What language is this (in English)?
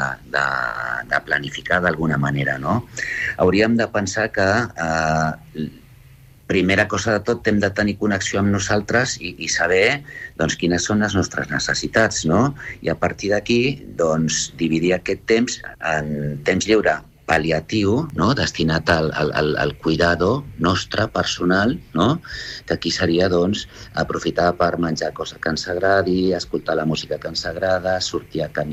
Catalan